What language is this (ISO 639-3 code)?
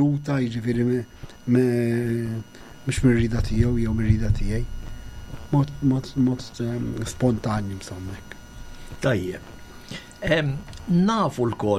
mlt